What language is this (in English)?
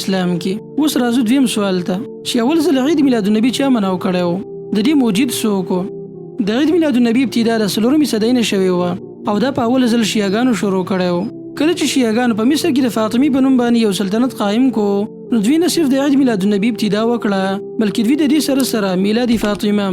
Pashto